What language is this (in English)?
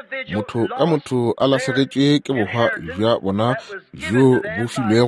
Northern Sotho